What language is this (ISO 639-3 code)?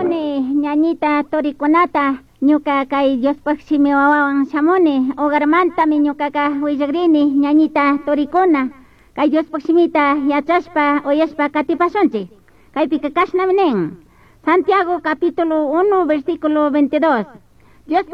qug